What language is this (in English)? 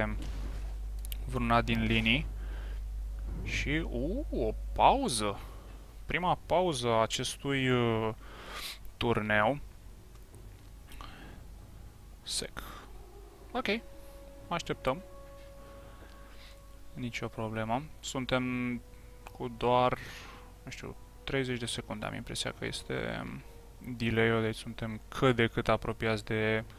Romanian